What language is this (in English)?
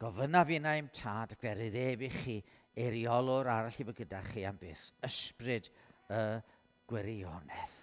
Welsh